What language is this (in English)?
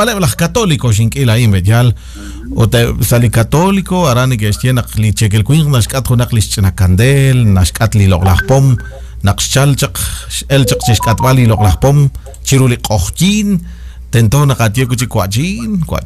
Kekchí